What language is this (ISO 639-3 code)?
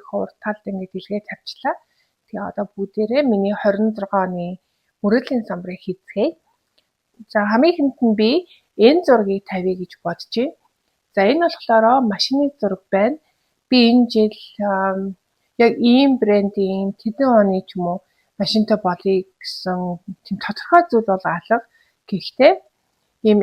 mon